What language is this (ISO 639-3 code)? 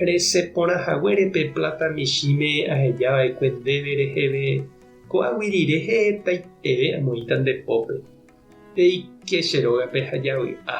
grn